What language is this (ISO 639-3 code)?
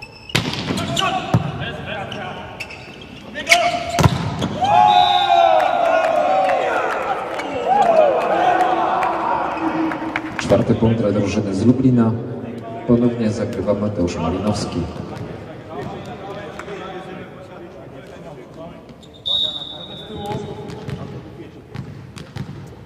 pol